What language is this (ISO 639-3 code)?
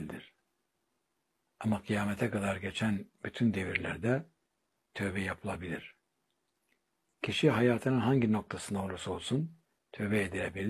tur